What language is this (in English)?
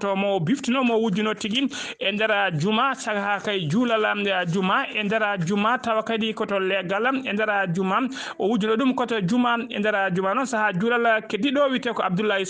Fula